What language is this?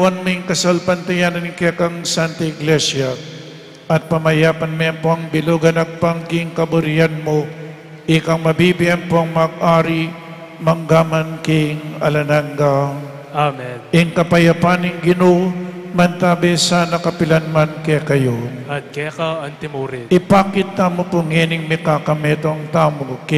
Pampanga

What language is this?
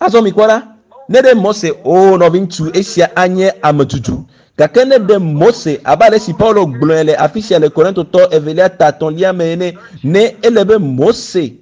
Ewe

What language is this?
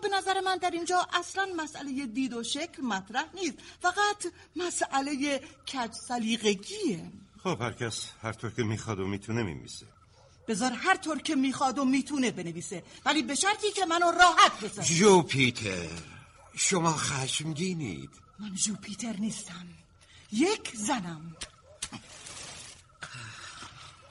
Persian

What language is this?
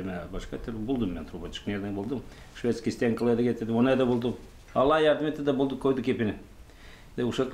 Gagauz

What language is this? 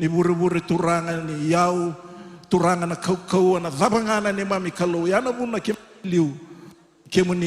Fijian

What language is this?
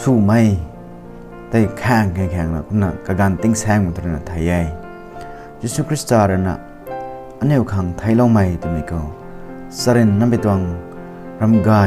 Rongmei Naga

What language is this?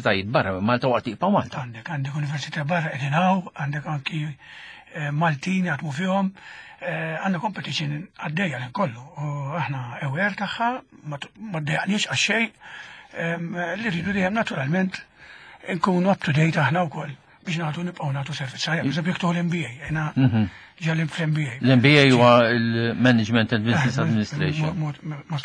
Maltese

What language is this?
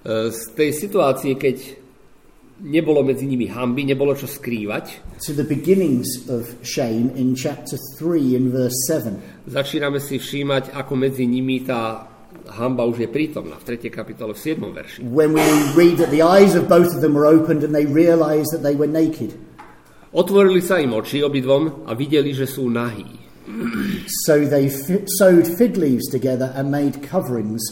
Slovak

